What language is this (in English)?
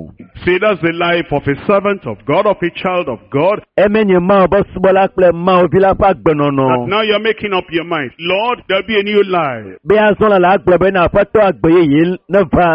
Ewe